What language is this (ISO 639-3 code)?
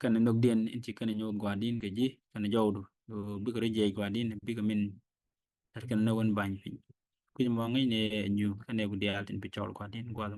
nus